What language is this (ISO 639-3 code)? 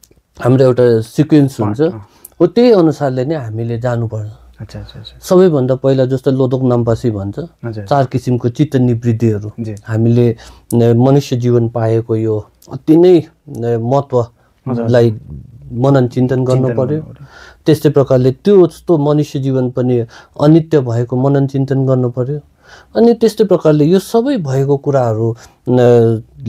nep